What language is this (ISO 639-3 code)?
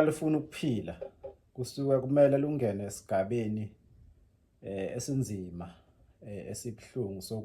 zul